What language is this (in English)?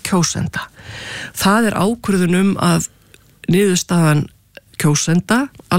Icelandic